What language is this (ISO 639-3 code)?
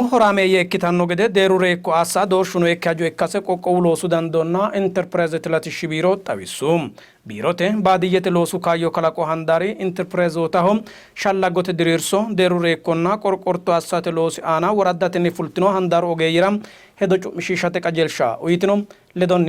sid